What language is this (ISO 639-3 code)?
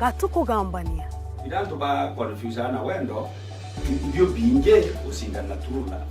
mer